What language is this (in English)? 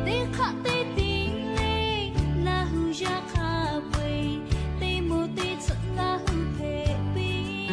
Lahu